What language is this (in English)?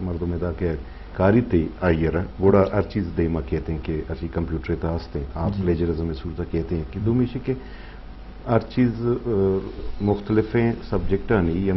Eastern Balochi